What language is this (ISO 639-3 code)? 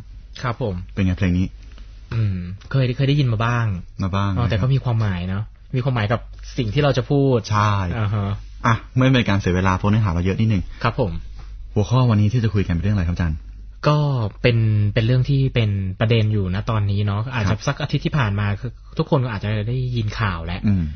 tha